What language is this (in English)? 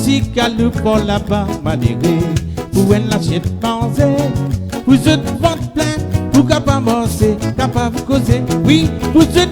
Morisyen